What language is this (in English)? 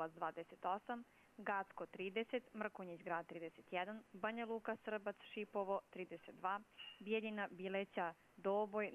Croatian